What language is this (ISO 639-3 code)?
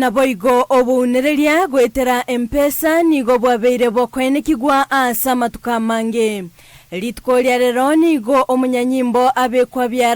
guz